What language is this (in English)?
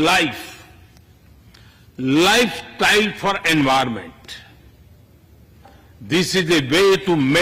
English